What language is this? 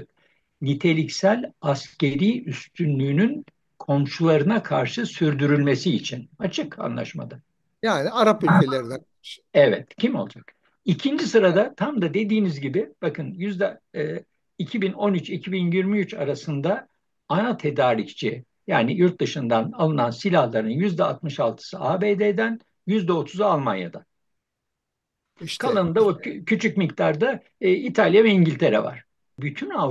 Turkish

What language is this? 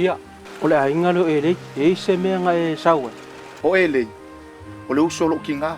Samoan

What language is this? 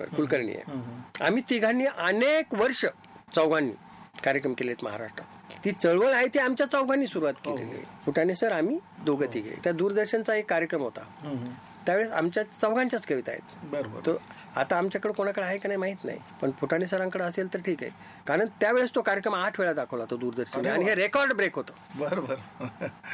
Marathi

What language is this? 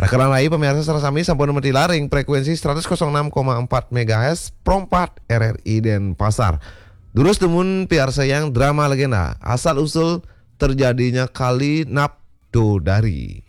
Balinese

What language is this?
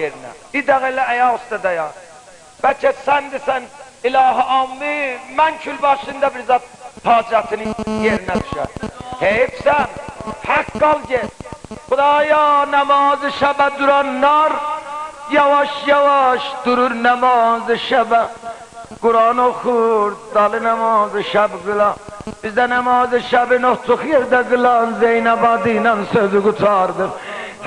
South Azerbaijani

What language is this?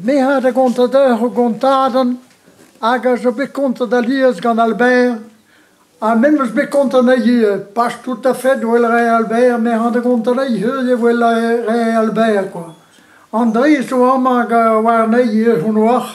Breton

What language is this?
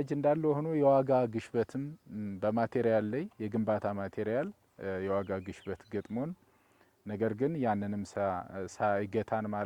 Amharic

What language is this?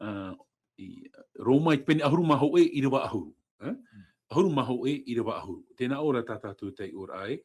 Tahitian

